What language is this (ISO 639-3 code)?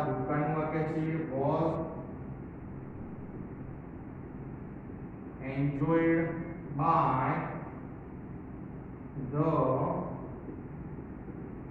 guj